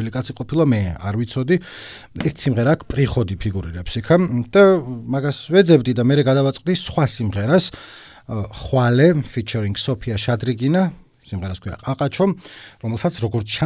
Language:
Georgian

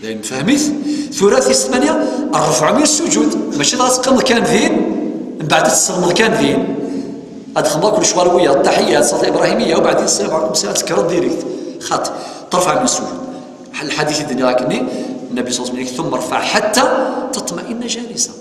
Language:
Kabyle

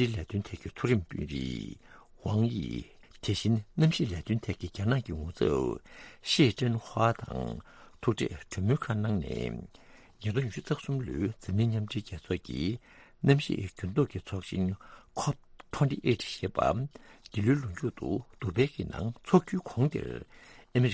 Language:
Tibetan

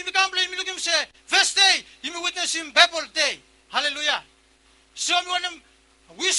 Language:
Bislama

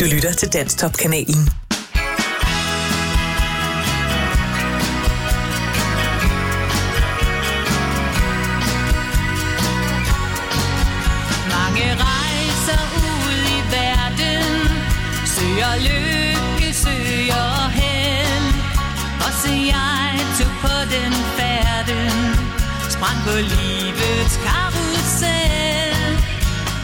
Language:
Danish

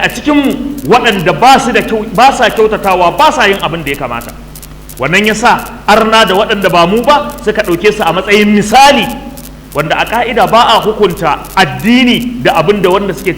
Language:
Hausa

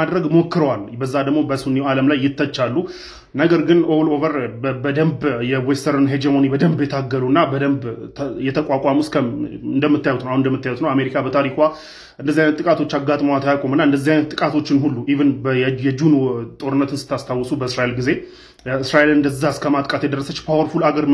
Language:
Amharic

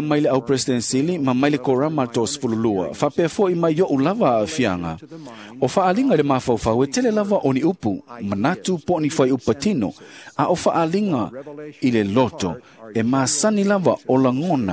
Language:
Samoan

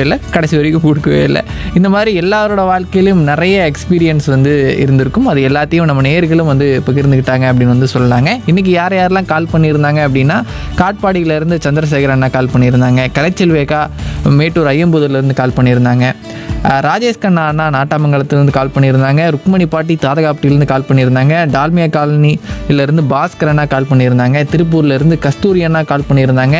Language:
Tamil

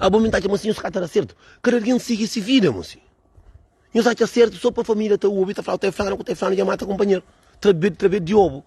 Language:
Kabuverdianu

